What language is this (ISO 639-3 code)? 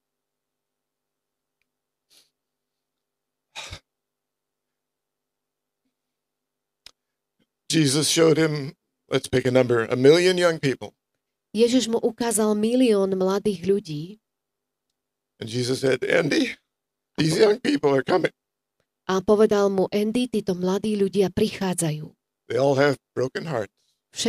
slk